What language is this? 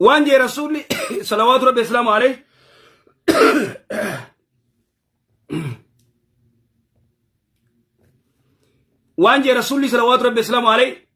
Oromo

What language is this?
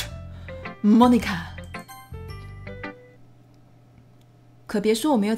Chinese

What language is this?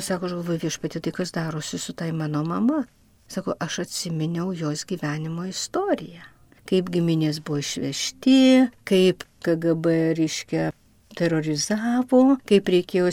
Lithuanian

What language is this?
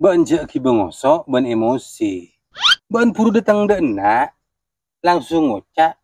Madurese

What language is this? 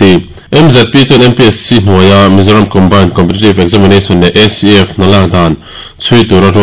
Mizo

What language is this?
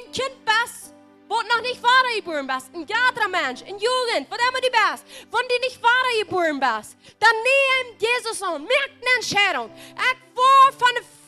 Plautdietsch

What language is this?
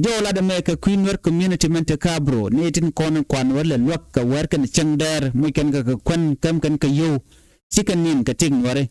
Nuer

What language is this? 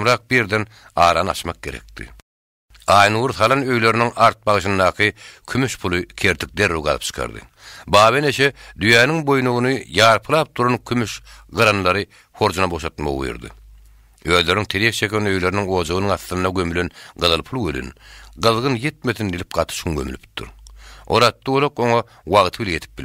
Turkmen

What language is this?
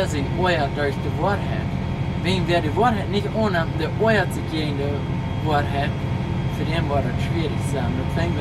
Plautdietsch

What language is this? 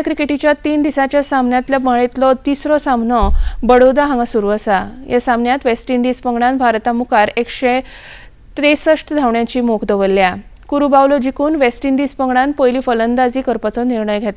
Konkani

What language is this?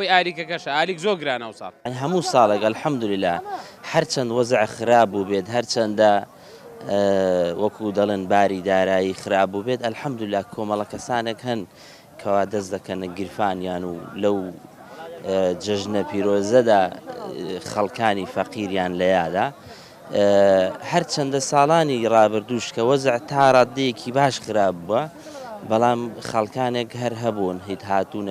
Central Kurdish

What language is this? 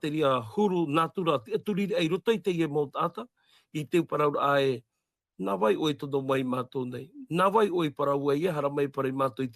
Tahitian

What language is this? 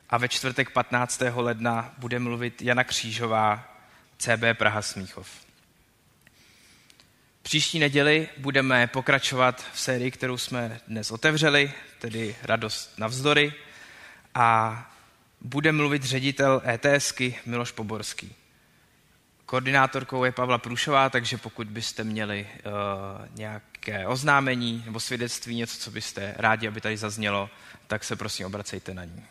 Czech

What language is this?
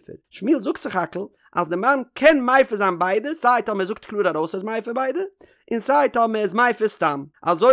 Yiddish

